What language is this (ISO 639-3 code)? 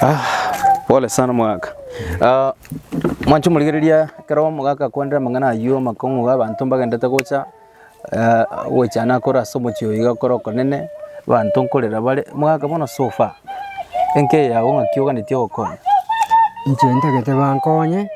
guz